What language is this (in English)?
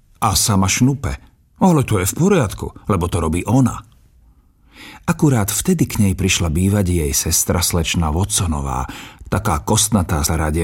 Slovak